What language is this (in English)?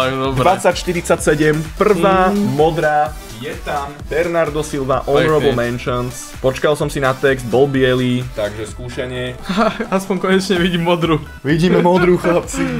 Slovak